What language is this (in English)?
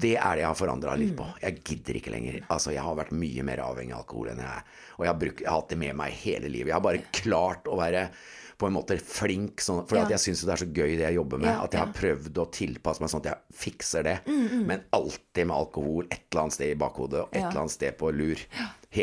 Norwegian